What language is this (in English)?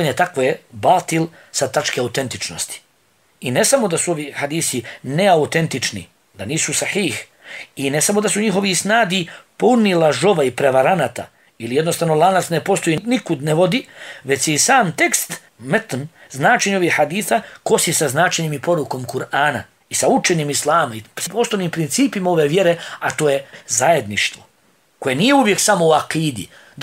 Bosnian